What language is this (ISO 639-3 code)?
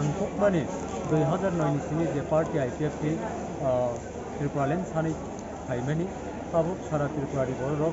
trp